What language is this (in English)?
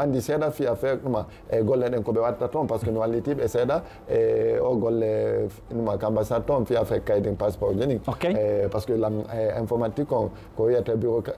Fula